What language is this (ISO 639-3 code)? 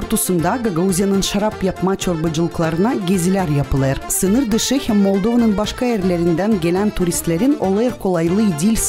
gag